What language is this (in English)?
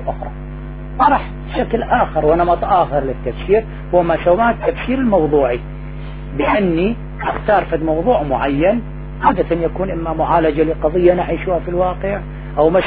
Arabic